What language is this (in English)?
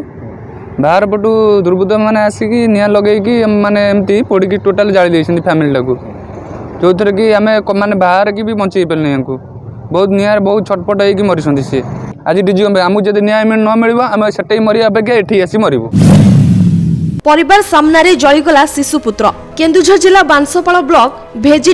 Odia